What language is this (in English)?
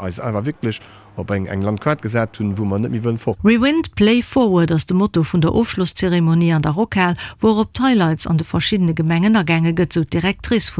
Luxembourgish